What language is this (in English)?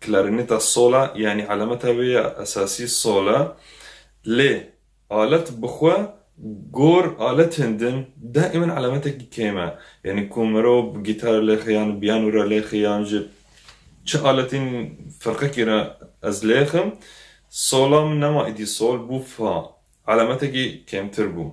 Kurdish